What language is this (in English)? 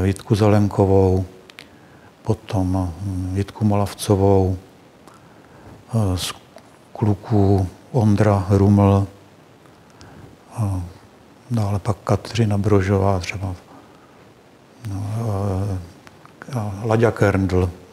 Czech